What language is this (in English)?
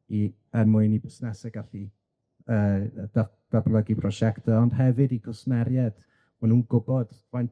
Welsh